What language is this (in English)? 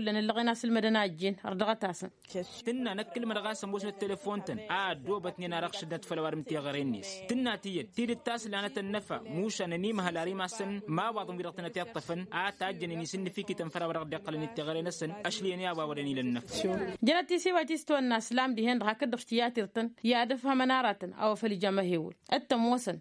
Tamasheq